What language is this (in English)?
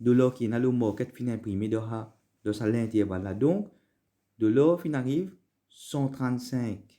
Morisyen